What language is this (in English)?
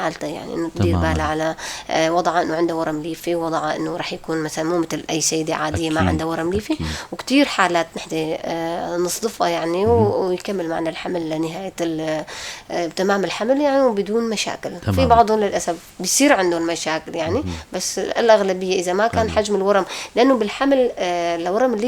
North Levantine Arabic